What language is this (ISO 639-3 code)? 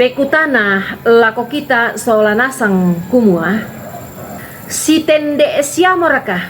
sda